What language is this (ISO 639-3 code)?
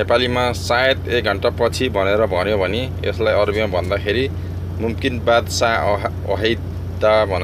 nep